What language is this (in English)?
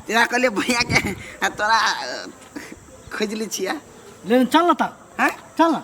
Maithili